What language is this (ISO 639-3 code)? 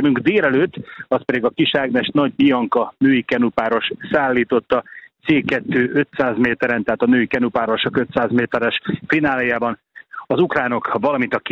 hun